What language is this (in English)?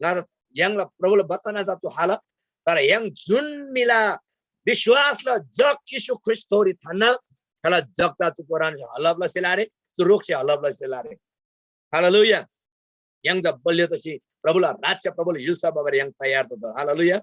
Eastern Tamang